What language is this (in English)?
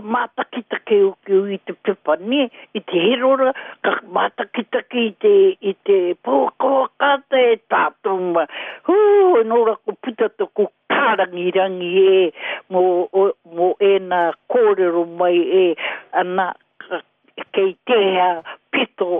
Māori